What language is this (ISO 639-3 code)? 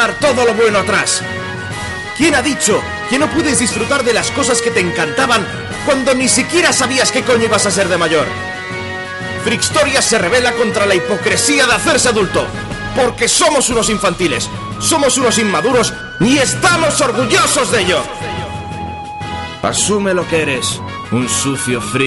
spa